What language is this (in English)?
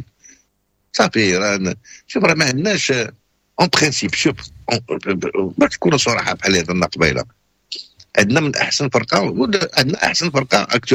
Moroccan Arabic